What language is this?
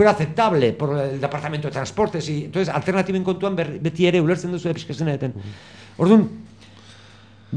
Basque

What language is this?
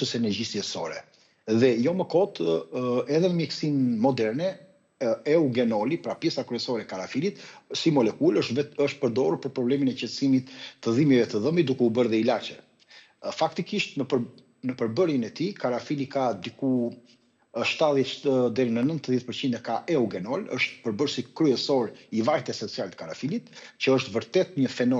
Albanian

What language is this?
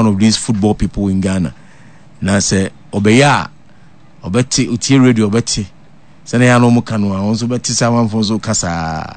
Akan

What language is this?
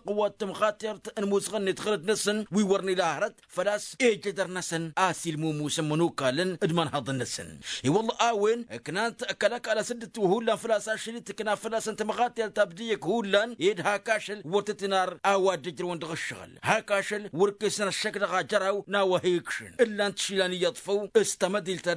Tamasheq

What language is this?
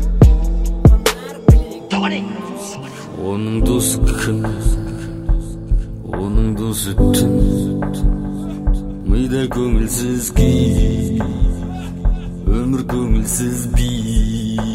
Kazakh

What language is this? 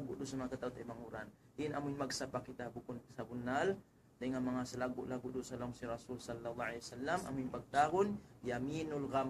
Tausug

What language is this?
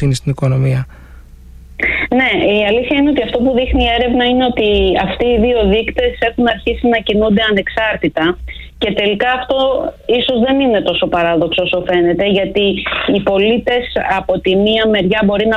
Greek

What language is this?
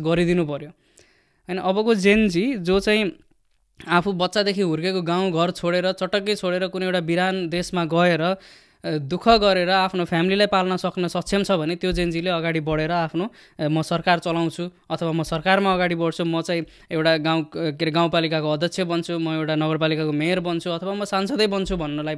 Nepali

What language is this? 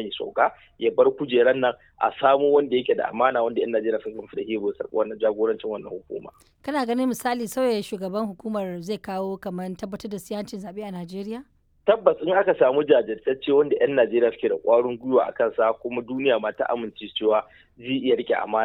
Hausa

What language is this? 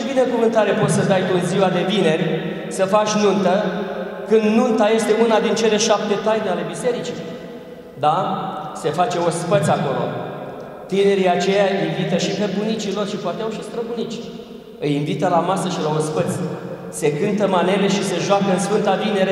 Romanian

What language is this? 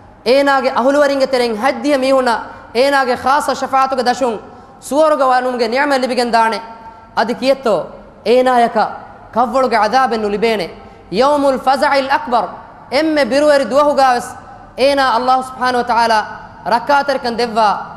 Divehi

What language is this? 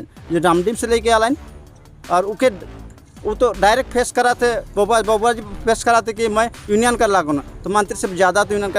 Sadri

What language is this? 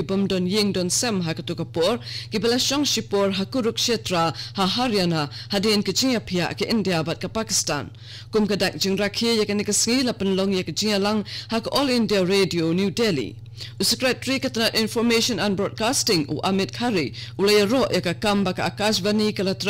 Khasi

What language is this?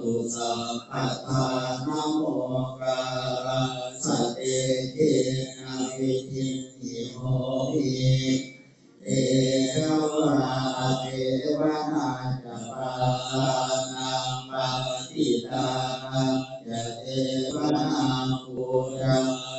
Pali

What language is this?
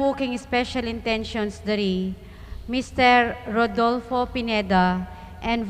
Pampanga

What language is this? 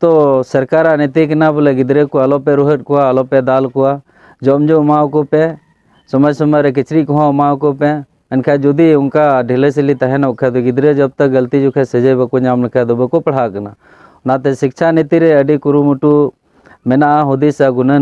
Santali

